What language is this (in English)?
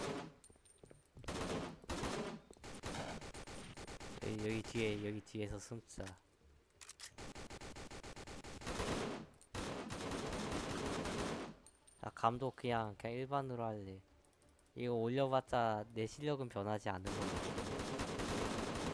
Korean